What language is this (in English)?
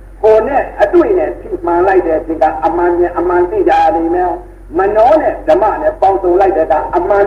Burmese